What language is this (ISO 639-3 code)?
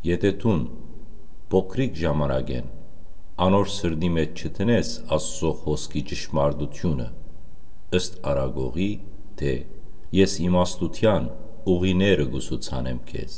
hyw